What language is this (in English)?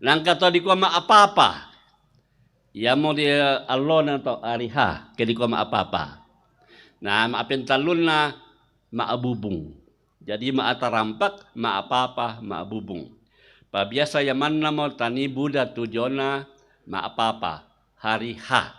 Toraja-Sa'dan